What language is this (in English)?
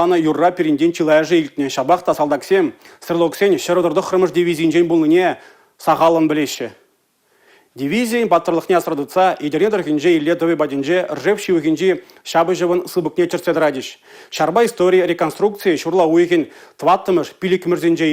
Chuvash